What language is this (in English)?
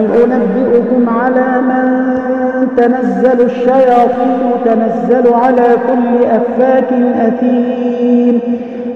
Arabic